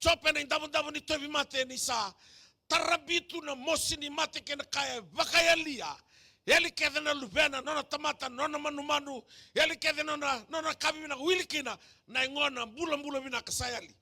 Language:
Fijian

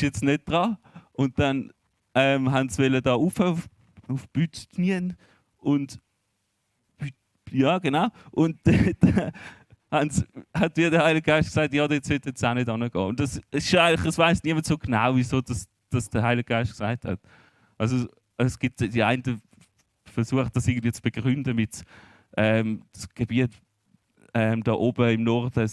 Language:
Swiss German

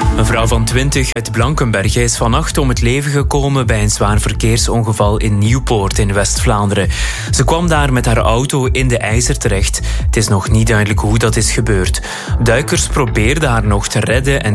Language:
Dutch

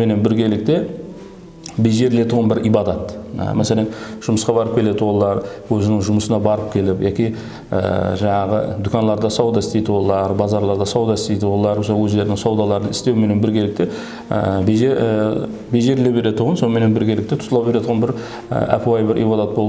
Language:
Kara-Kalpak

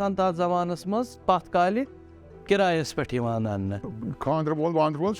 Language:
Kashmiri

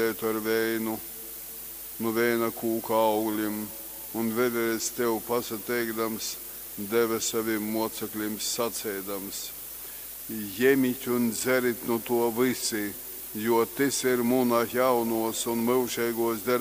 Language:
Latgalian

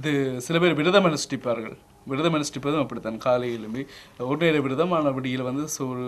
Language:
Tamil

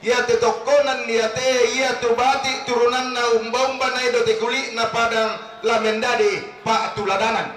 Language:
Toraja-Sa'dan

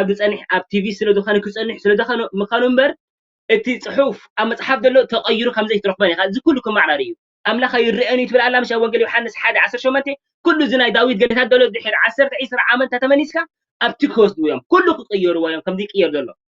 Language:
Tigrinya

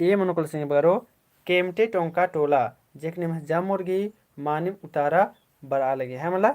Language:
Kurukh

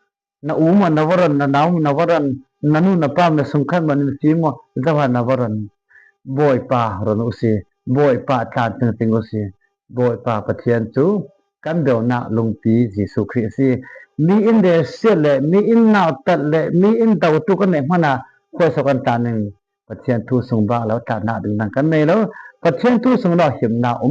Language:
Falam Chin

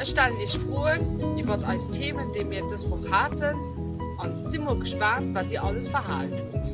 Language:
Luxembourgish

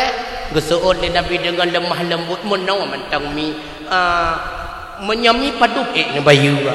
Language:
Achinese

